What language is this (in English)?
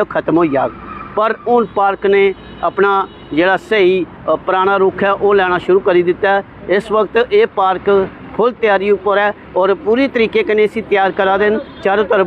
Dogri